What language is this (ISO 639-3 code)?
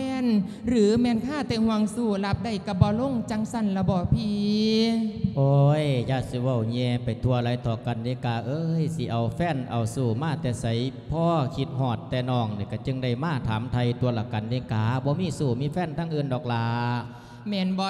lao